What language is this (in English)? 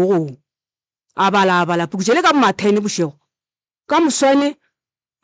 Northern Sotho